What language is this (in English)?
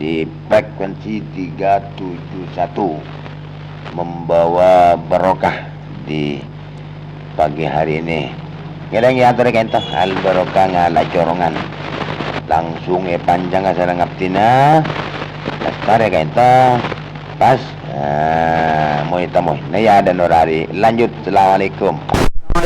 Madurese